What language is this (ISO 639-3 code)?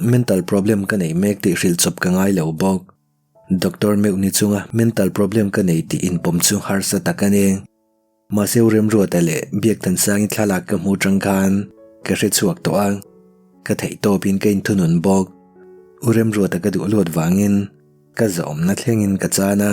lus